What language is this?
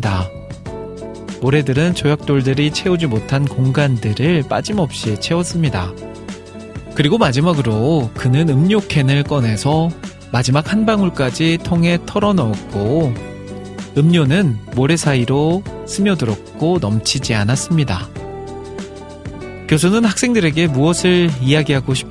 Korean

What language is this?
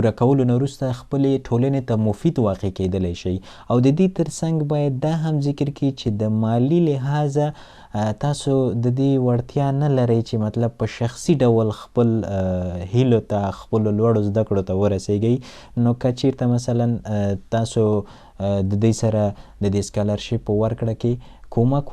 Pashto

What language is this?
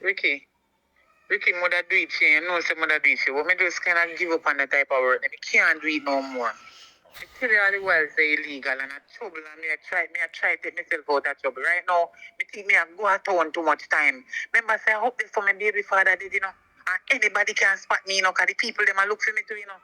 Jamaican Creole English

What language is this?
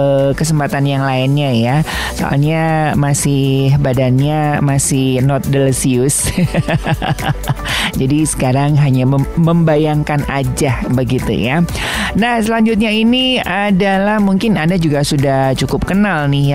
Indonesian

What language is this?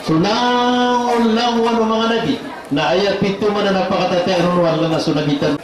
Maranao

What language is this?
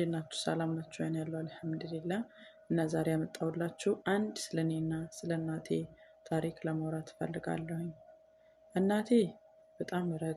Amharic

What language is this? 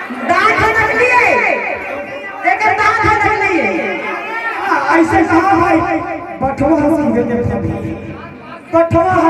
Chhattisgarhi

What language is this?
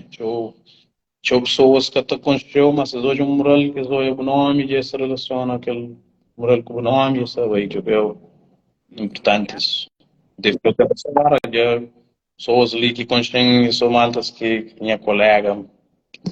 Kabuverdianu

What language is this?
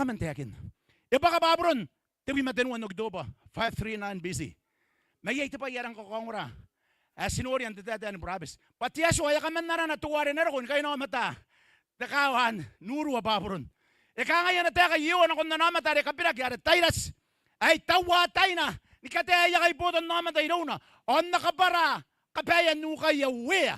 Gilbertese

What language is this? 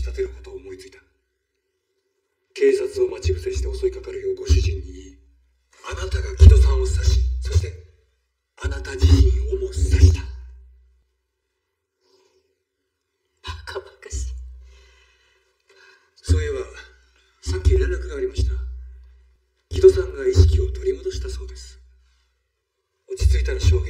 Japanese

